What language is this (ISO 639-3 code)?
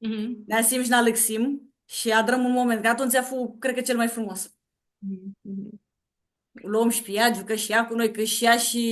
rup